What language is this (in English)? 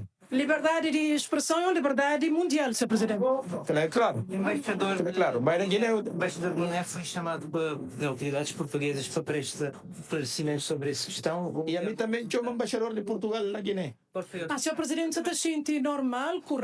Kabuverdianu